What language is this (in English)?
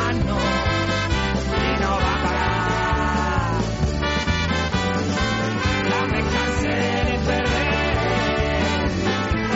Basque